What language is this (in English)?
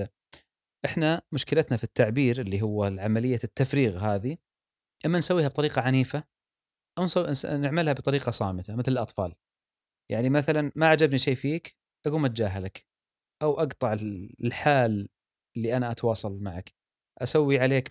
Gulf Arabic